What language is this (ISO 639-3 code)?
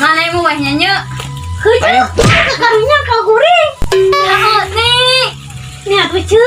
sun